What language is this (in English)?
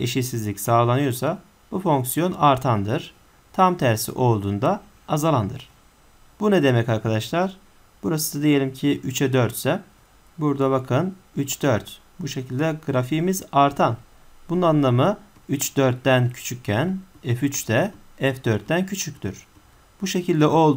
Turkish